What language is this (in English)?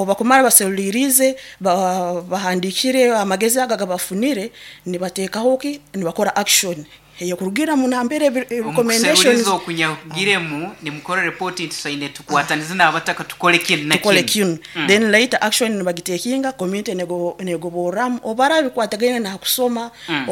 Nyankole